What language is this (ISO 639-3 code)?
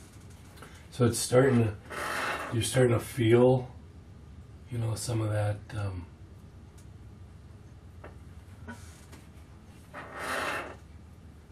eng